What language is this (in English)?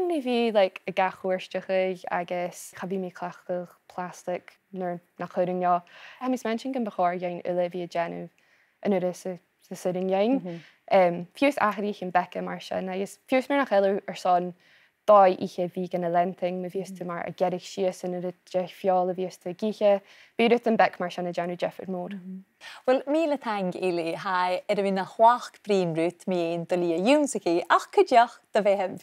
Scottish Gaelic